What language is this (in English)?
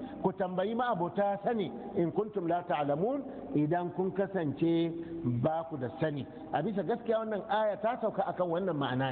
Hausa